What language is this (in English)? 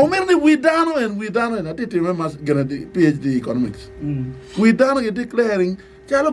Acoli